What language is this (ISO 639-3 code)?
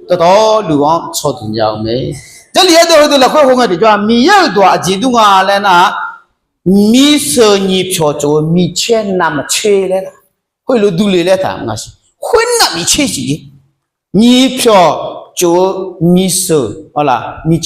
ahk